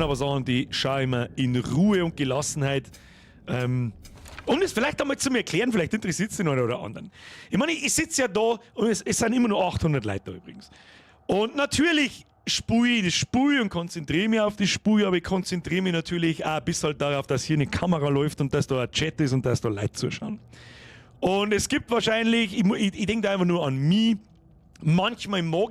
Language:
Bavarian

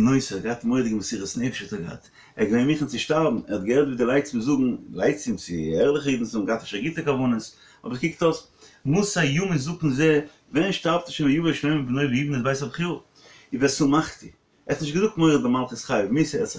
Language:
Yiddish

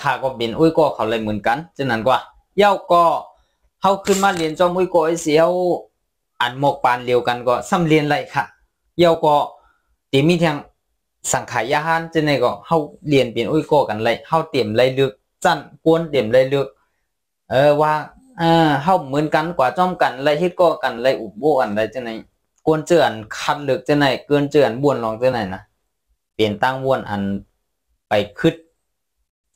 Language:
Shan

